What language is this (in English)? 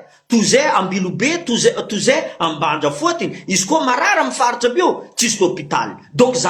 Malagasy